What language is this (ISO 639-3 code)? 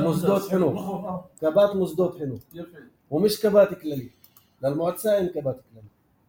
apc